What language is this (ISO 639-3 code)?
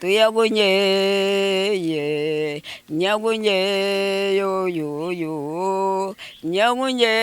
lua